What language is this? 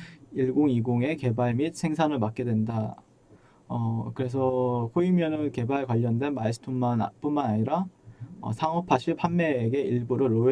Korean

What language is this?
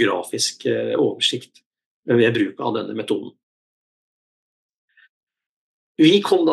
Norwegian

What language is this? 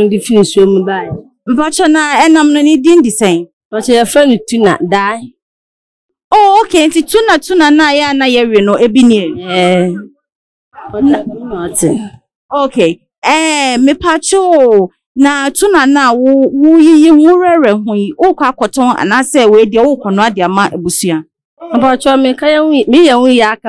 Akan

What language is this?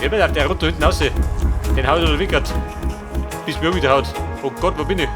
Bavarian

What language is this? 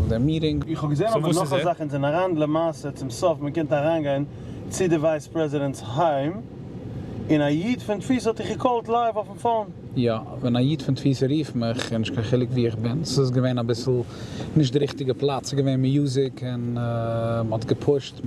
Yiddish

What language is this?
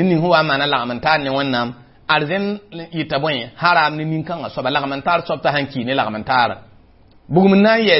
Mossi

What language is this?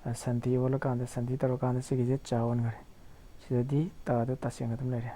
Manipuri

